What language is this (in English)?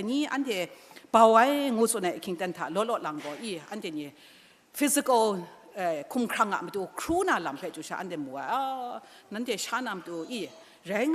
Kachin